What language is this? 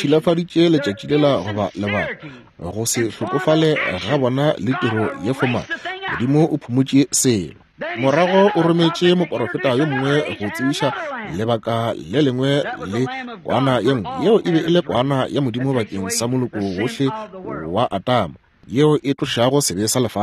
Northern Sotho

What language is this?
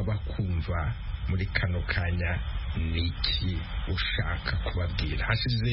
Kinyarwanda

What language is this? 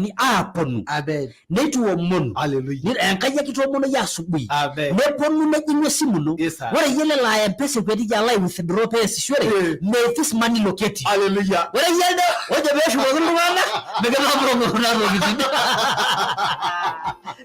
Masai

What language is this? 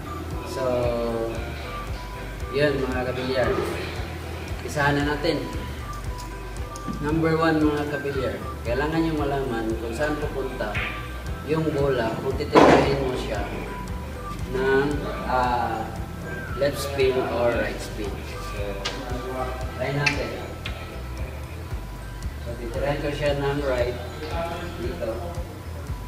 Filipino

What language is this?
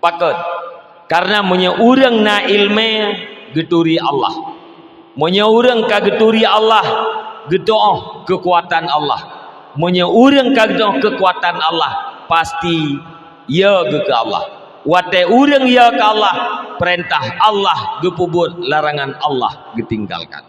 Achinese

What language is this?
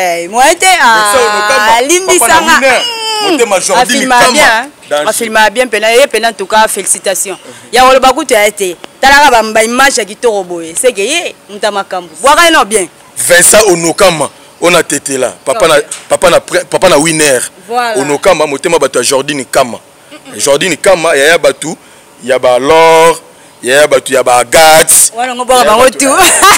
Lingala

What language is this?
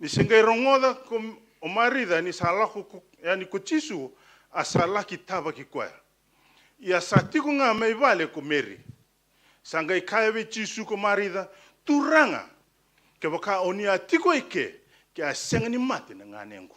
Fijian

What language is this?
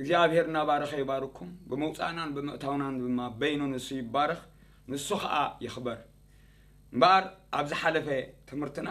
Tigrinya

